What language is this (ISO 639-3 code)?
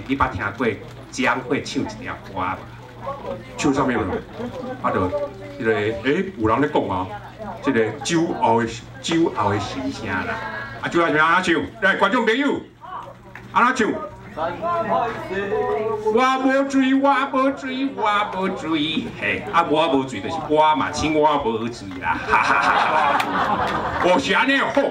nan